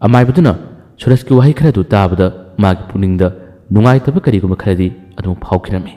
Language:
Manipuri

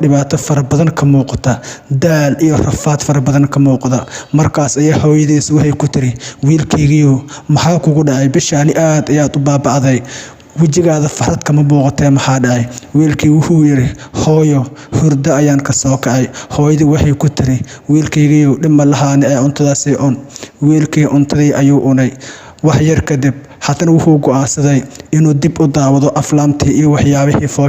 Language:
Somali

